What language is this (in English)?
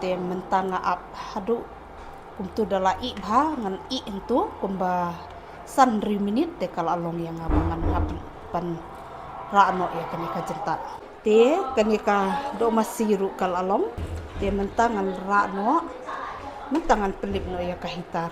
Khasi